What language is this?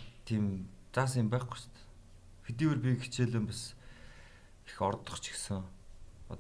Mongolian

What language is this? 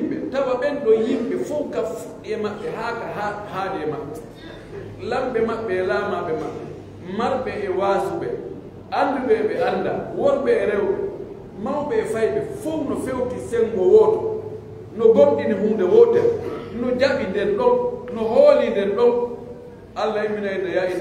Pular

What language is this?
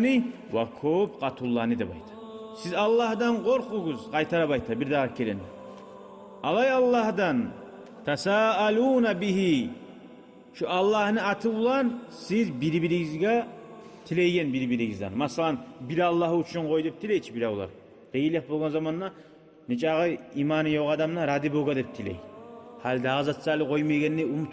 Kumyk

